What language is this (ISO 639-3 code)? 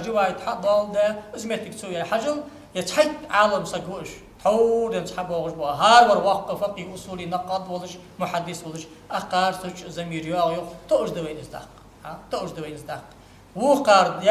inh